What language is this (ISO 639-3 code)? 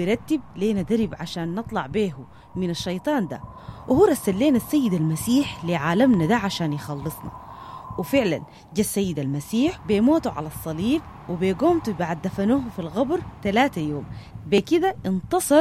apd